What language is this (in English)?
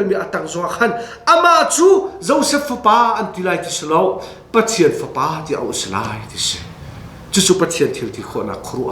Hakha Chin